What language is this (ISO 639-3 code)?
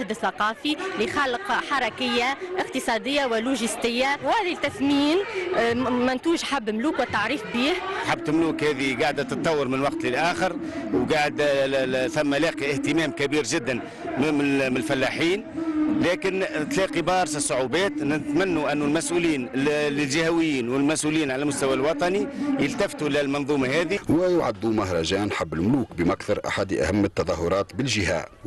aeb